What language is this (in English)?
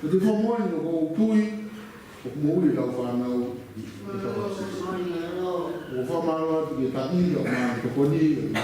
Tongan